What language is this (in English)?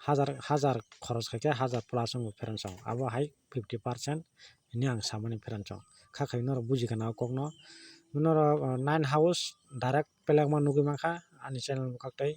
Kok Borok